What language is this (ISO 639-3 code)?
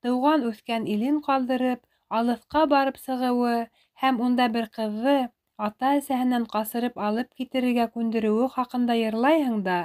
bak